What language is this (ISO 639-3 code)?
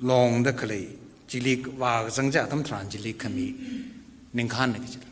nmf